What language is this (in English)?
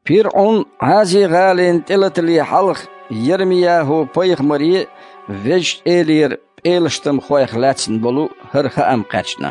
Chechen